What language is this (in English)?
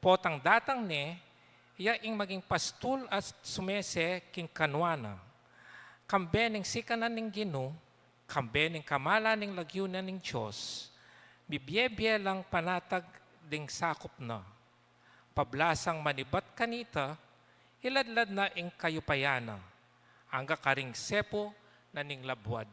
Pampanga